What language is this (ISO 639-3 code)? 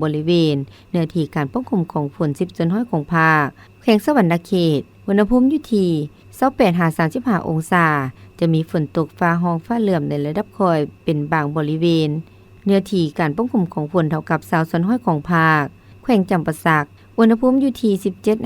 lao